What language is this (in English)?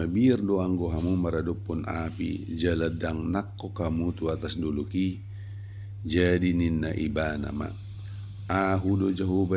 Batak Toba